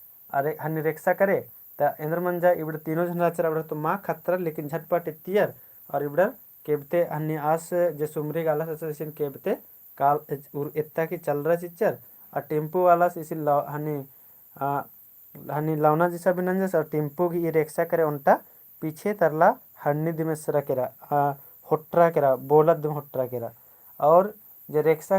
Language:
Kurukh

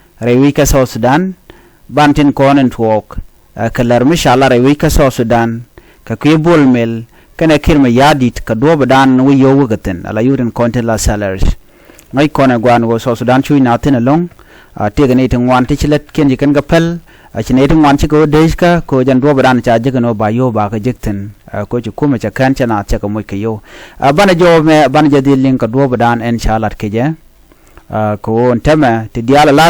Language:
Nuer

